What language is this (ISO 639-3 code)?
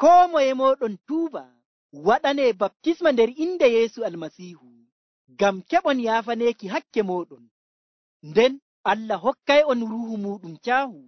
fuv